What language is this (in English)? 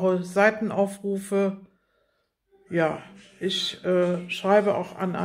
German